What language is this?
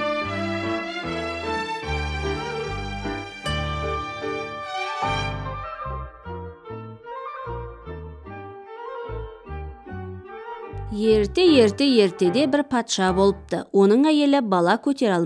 Kazakh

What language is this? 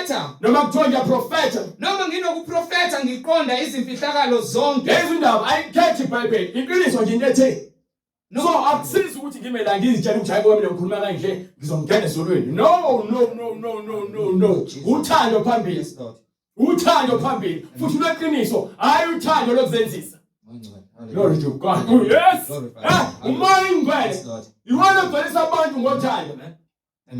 Zulu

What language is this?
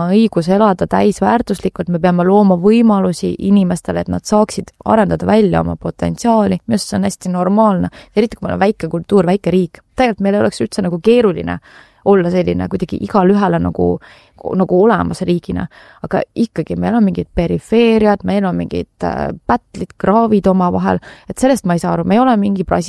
Estonian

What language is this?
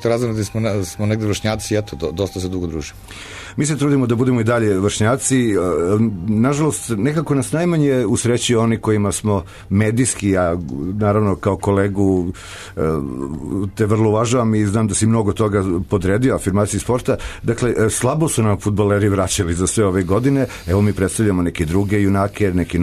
Serbian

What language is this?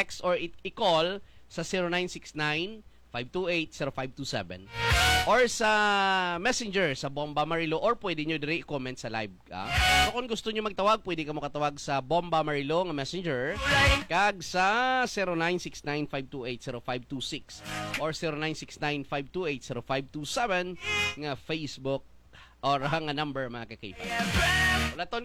Hiligaynon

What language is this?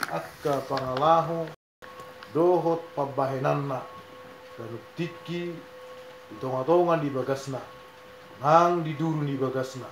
Batak Toba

